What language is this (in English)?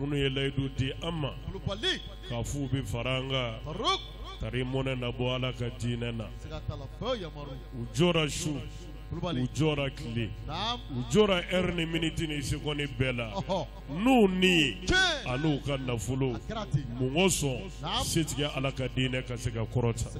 Bambara